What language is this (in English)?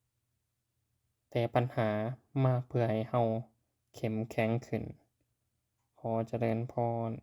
Lao